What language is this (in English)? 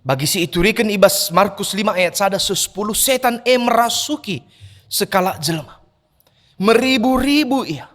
Batak Karo